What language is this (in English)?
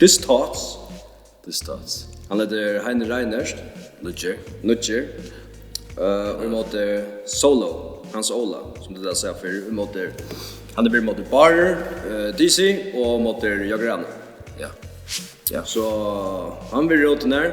Faroese